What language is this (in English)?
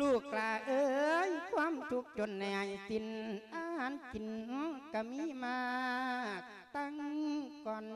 Lao